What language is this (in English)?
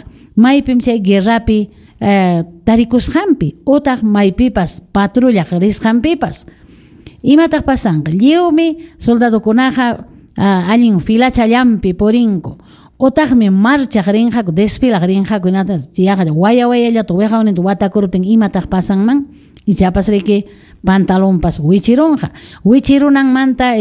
Ayacucho Quechua